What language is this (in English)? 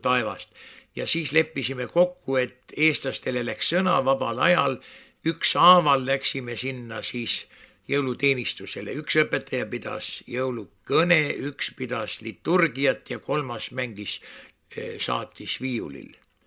Estonian